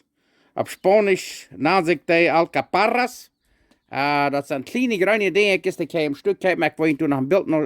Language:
Plautdietsch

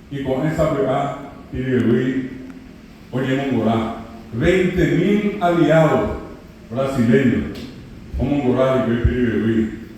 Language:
Guarani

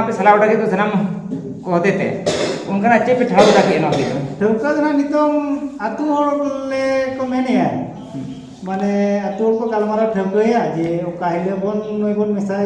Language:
Santali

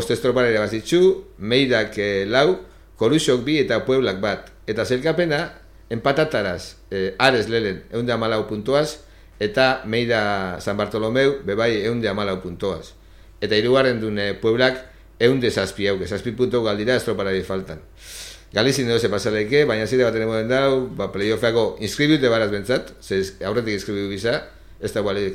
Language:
Basque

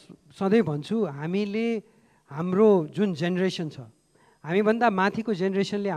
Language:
Nepali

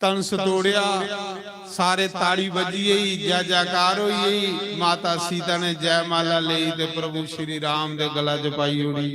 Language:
Dogri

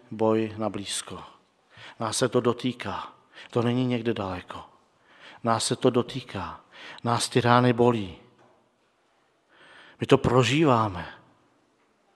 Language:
Czech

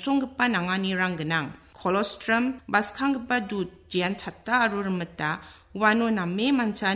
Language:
Garo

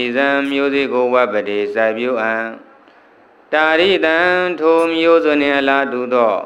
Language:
Burmese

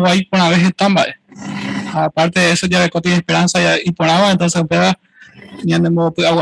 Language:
Guarani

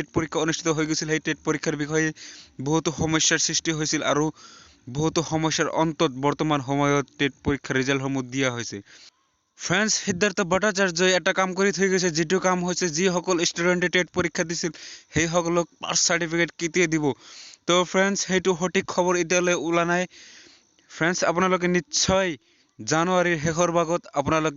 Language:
Assamese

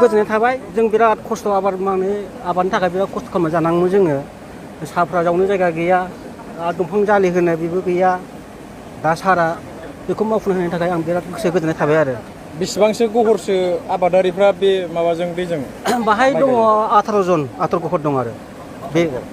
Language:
Bodo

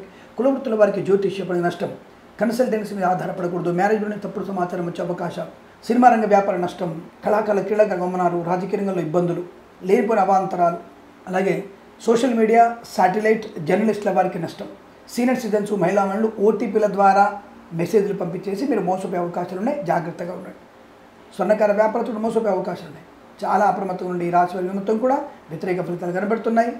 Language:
Telugu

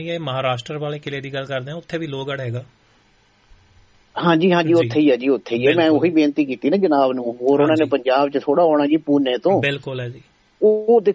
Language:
Punjabi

